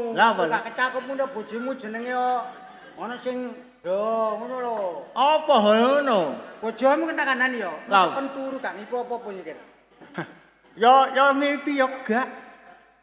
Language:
Javanese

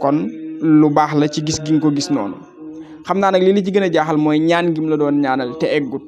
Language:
Wolof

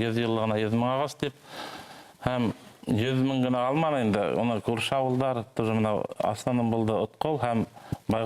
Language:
Bashkir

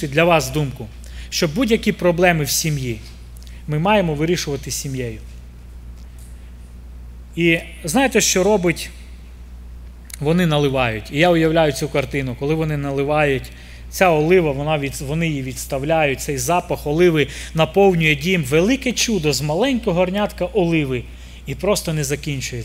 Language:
Ukrainian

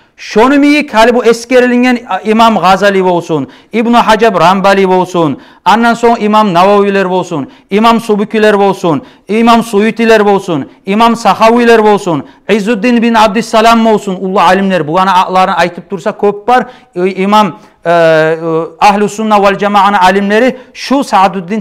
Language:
Kumyk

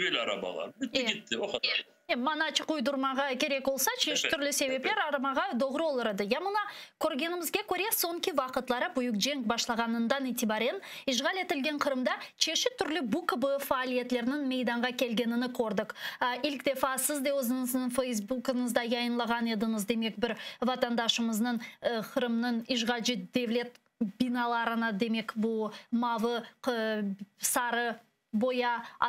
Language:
Crimean Tatar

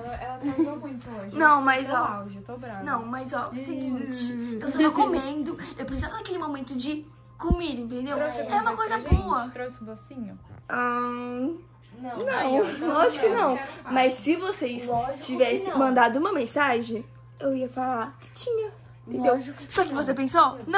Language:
Portuguese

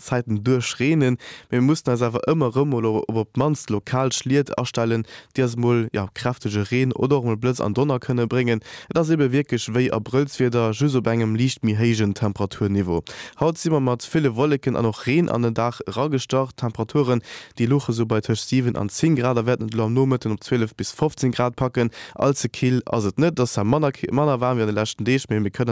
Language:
Luxembourgish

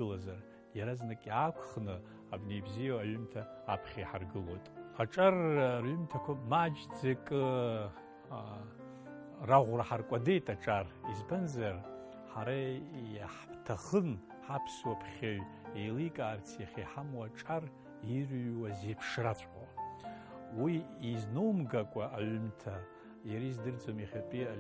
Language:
Abkhazian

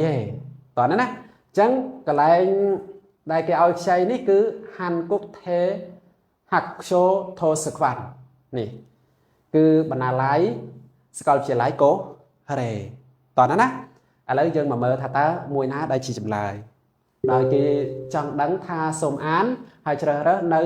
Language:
Khmer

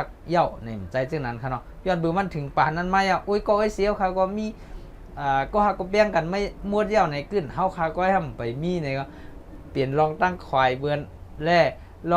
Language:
Shan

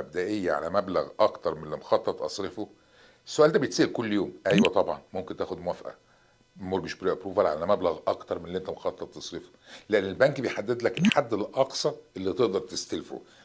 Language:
Egyptian Arabic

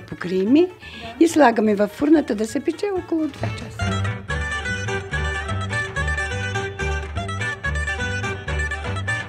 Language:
Bulgarian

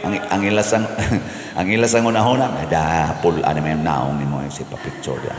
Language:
Cebuano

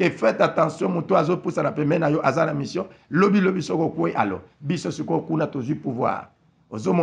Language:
Lingala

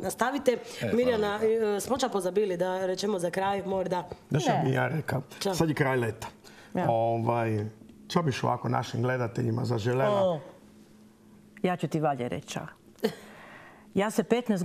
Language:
Croatian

